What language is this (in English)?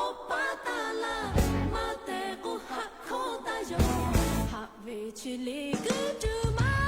Lahu